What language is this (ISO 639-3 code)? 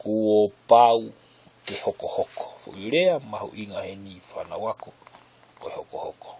ton